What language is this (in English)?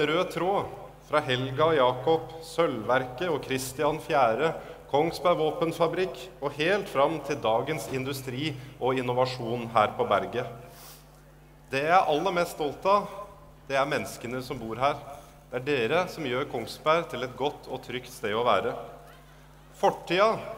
Norwegian